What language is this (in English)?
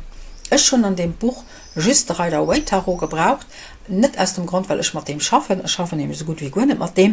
Luxembourgish